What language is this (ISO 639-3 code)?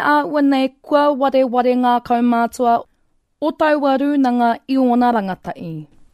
mri